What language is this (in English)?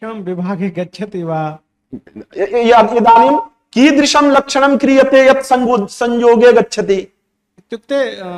Sanskrit